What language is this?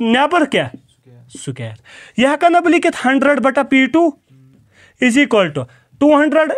Kashmiri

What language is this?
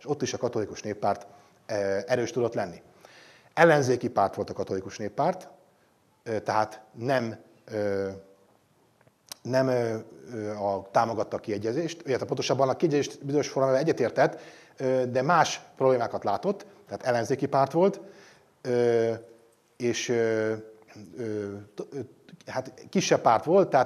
Hungarian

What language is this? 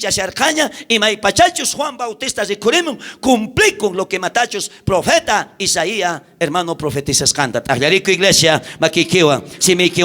South Bolivian Quechua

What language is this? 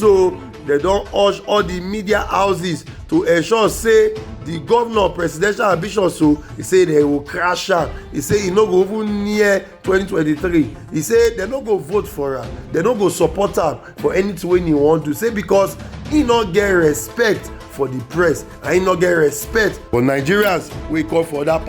Nigerian Pidgin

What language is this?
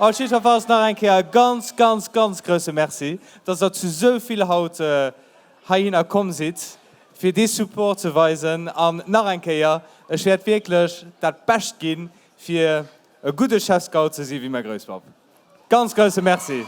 Luxembourgish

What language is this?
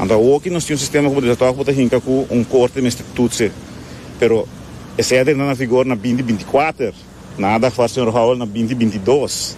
Papiamento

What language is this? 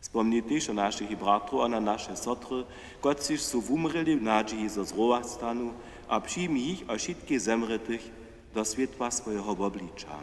Upper Sorbian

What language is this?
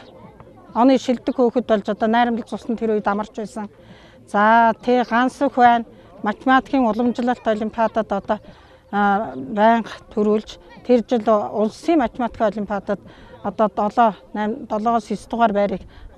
Mongolian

